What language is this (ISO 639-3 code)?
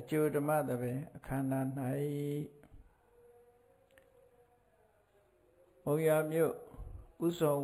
mya